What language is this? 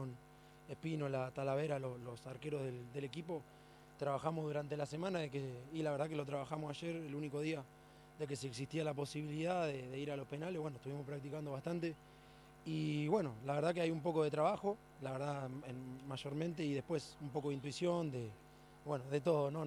Spanish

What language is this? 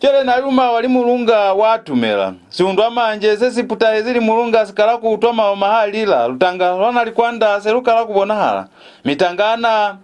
Lozi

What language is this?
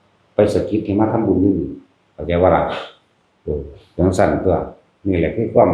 Northeastern Thai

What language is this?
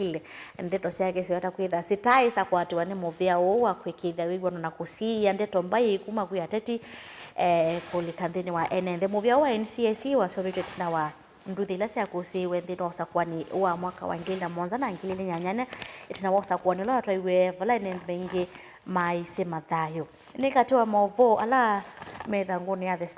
Kamba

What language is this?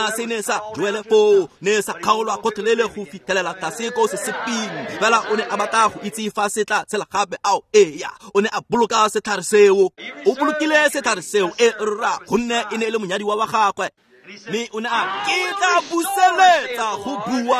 Tswana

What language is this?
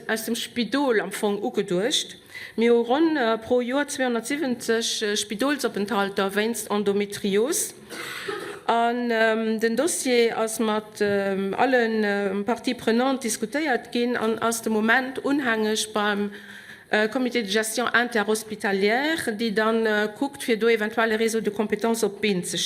Luxembourgish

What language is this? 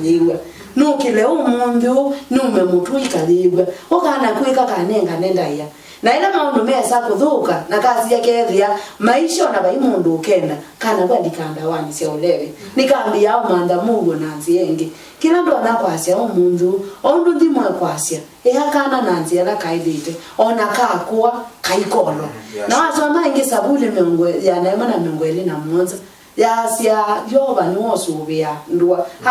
Kamba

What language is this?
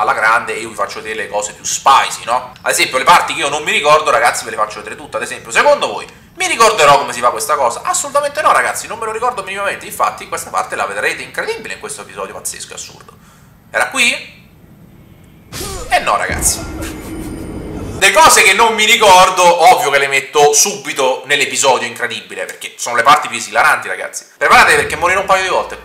Italian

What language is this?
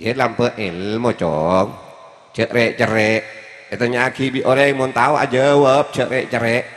Madurese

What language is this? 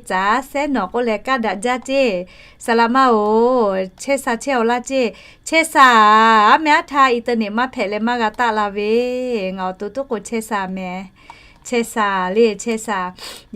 Lahu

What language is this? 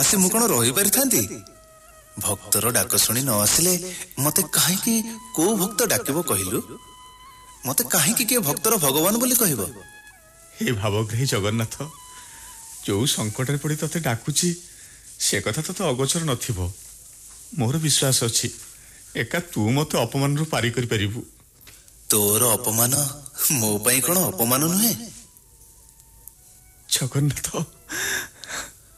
Odia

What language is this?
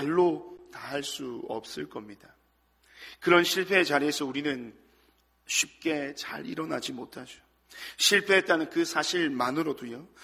Korean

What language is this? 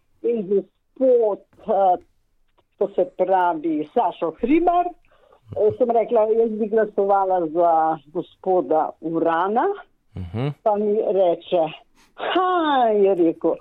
Slovenian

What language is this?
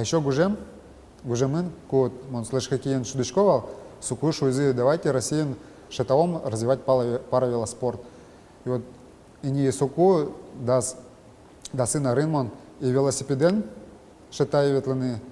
Udmurt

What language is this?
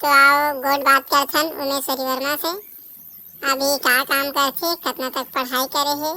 Chhattisgarhi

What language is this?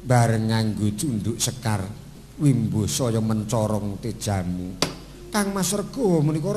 Javanese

